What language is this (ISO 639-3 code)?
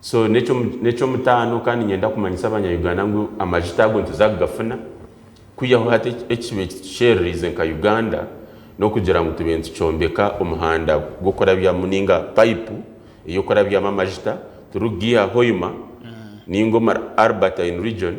nyn